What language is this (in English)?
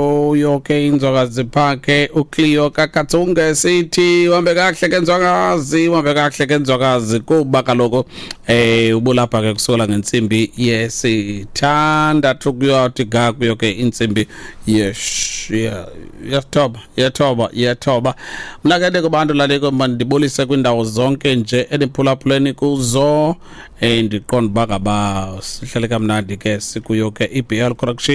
Xhosa